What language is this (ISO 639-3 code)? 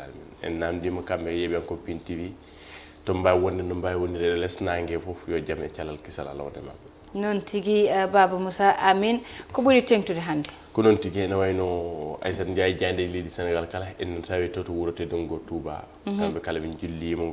ful